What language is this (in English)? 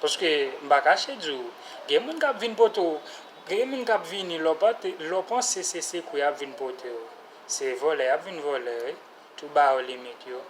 Haitian Creole